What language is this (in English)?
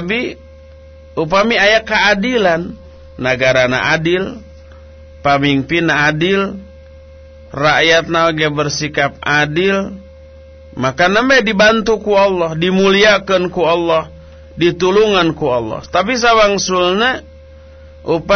Sundanese